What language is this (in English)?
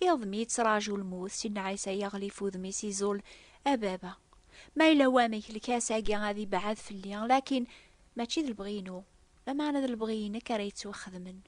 Kabyle